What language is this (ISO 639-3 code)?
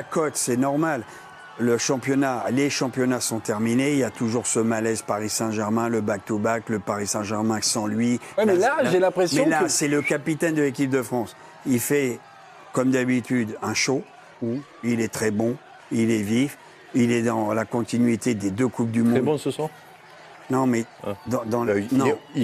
fra